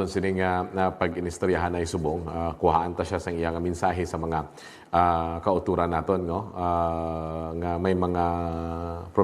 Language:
Hiligaynon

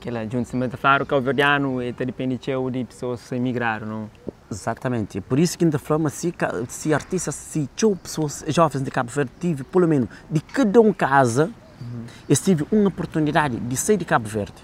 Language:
Kabuverdianu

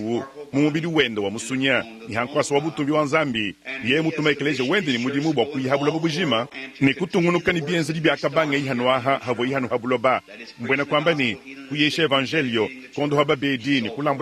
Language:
Luba-Lulua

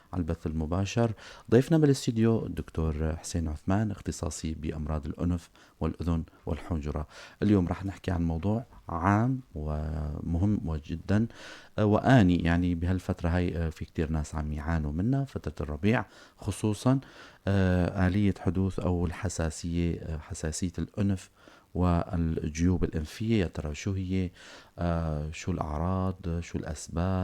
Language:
North Levantine Arabic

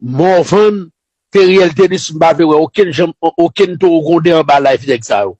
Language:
Haitian Creole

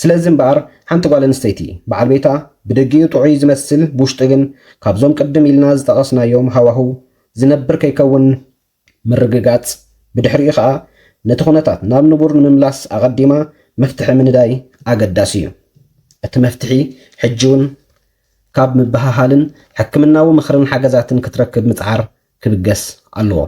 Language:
Tigrinya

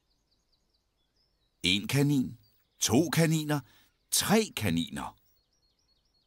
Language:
Danish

